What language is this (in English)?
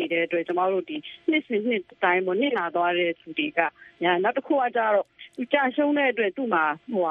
Burmese